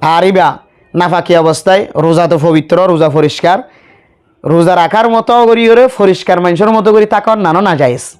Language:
Rohingya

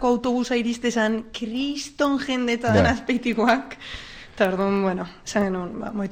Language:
Basque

